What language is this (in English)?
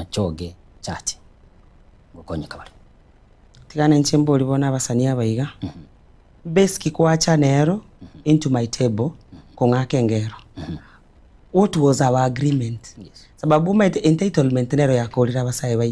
Gusii